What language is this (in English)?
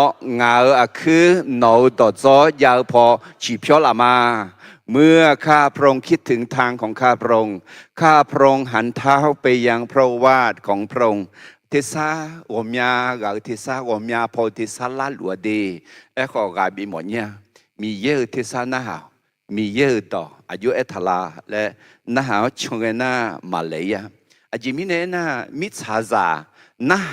Akha